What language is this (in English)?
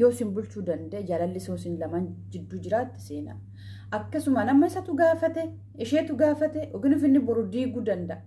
Oromo